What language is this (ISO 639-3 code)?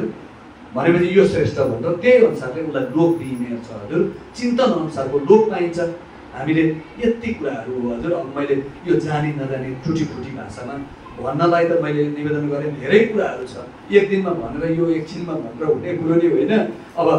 nep